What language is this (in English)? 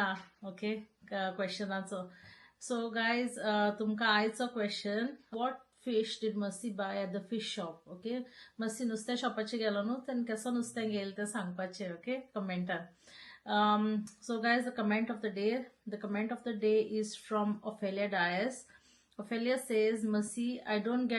Konkani